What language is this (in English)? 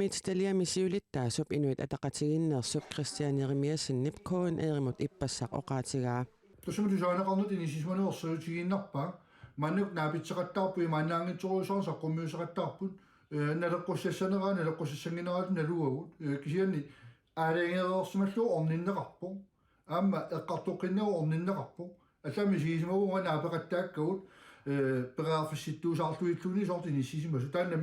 Kalaallisut